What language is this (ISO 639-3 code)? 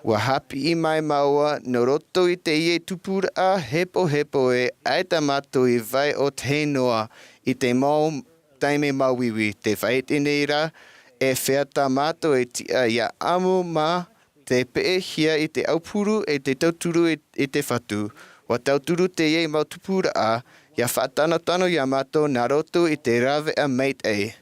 tah